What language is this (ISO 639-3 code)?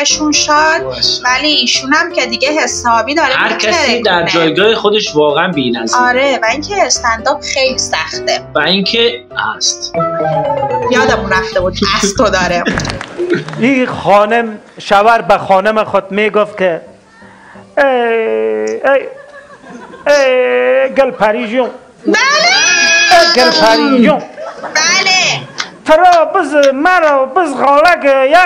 fas